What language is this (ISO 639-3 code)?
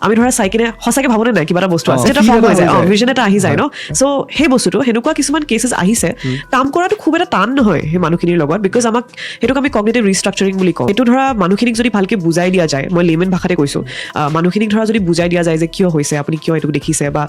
asm